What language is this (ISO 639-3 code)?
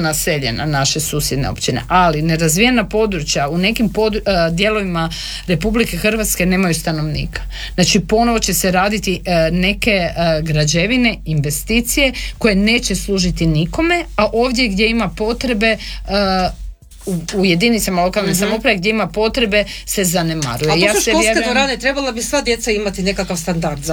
hrv